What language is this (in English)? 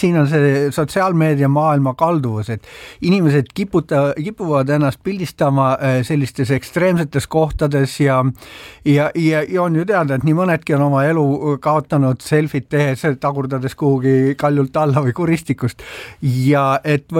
Estonian